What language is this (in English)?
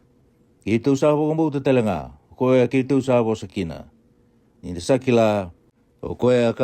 Fijian